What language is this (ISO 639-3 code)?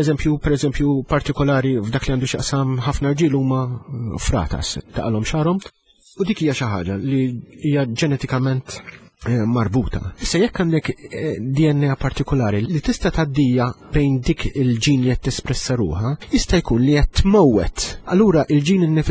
mlt